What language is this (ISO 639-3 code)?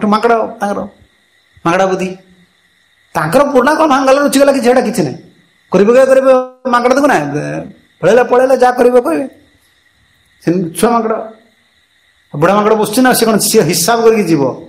ori